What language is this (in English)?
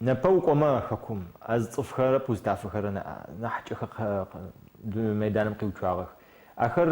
Adyghe